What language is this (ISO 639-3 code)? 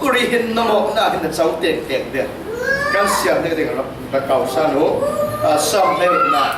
cfm